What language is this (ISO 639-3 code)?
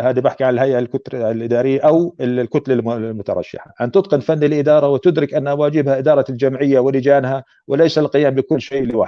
apc